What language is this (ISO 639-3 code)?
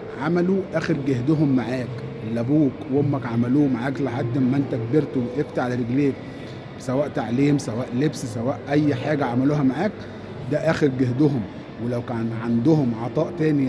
arz